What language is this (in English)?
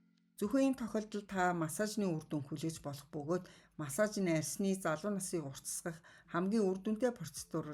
Mongolian